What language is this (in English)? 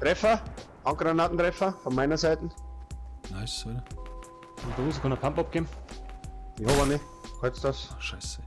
Bavarian